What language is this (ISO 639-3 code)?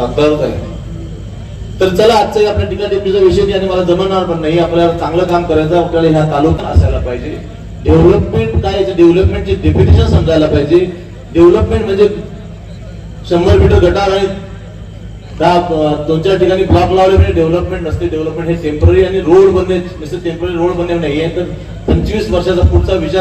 mar